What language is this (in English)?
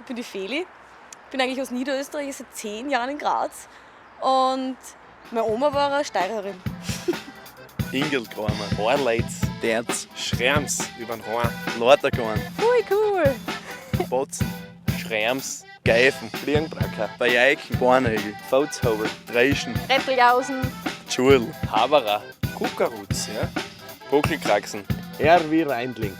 Bavarian